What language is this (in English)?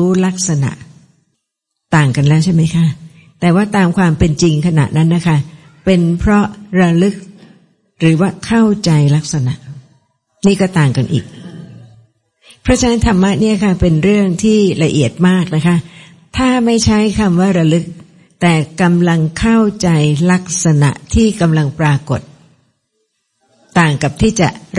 Thai